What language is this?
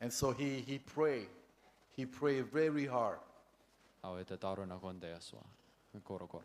Gilbertese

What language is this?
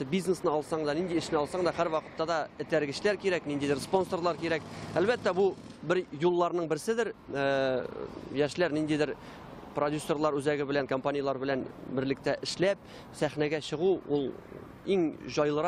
Tatar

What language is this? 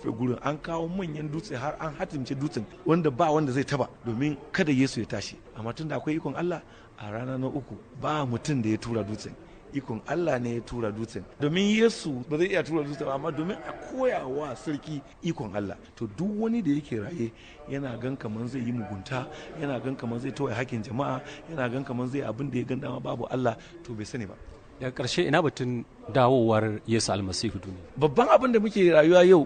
Hausa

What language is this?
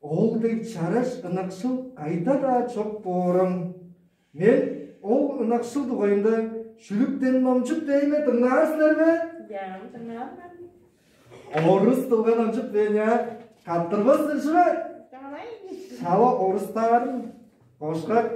Tuvinian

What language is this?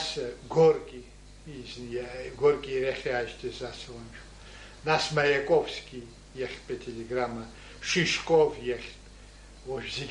Abkhazian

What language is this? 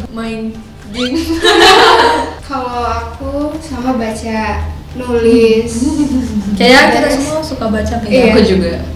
Indonesian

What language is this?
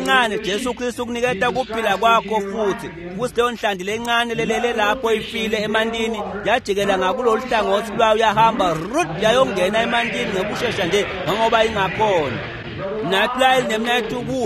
Swati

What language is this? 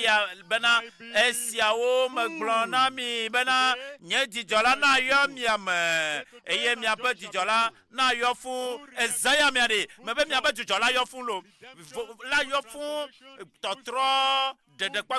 Ewe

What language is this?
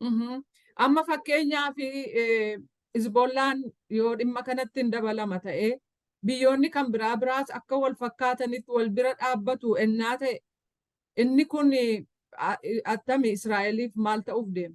Oromo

